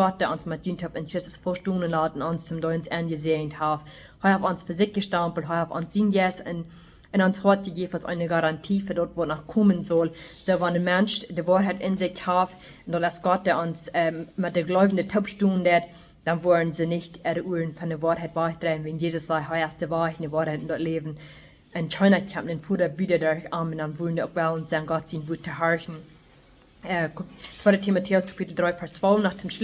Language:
Plautdietsch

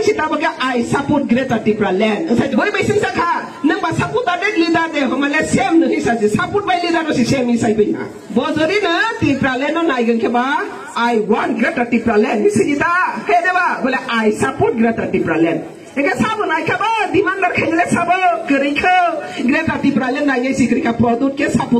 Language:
Riang (India)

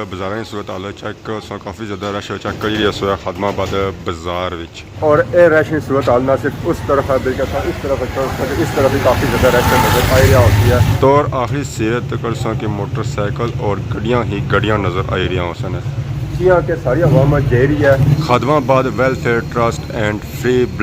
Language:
Pahari-Potwari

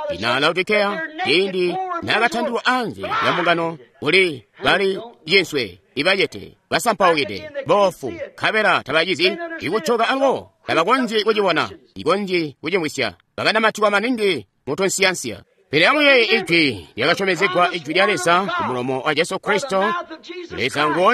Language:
Tonga (Zambia)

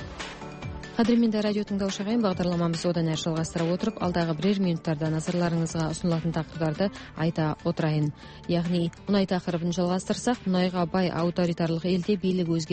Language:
Kazakh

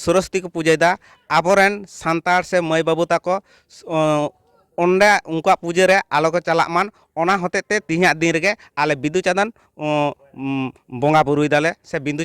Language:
Santali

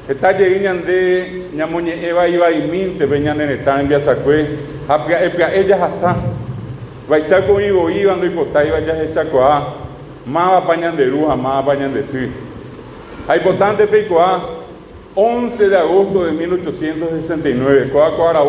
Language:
Guarani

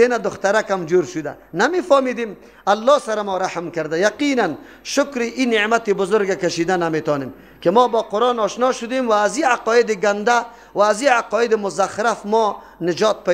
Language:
Persian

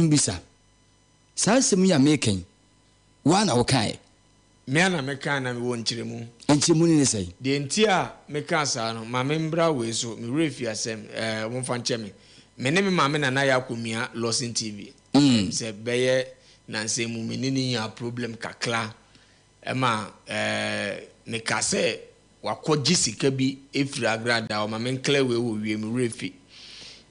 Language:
Akan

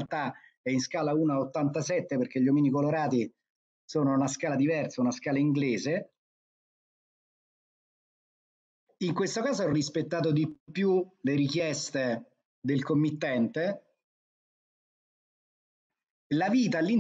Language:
Italian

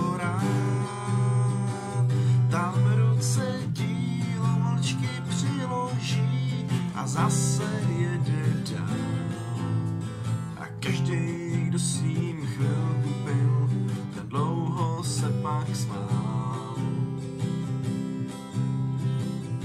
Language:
Czech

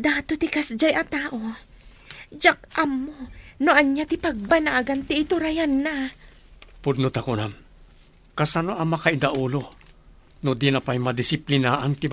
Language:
Iloko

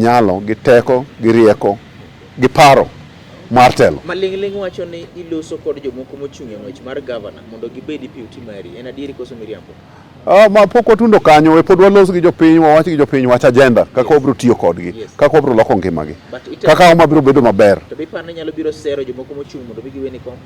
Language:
Luo (Kenya and Tanzania)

